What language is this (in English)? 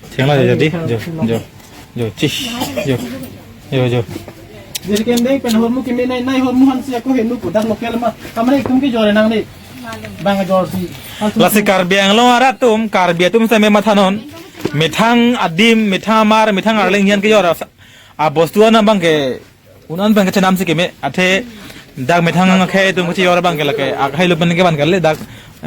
Karbi